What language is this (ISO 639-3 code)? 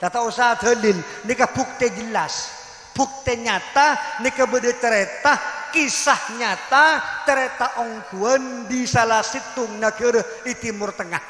mad